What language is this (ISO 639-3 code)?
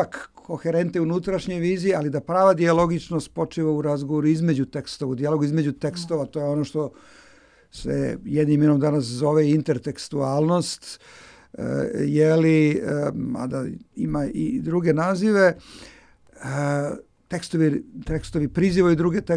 srp